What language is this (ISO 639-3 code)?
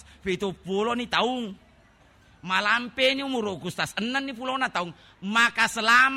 bug